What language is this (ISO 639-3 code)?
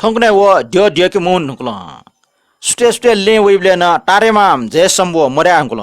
new